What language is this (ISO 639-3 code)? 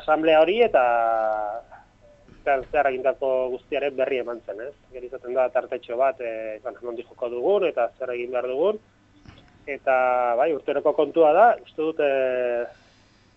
eus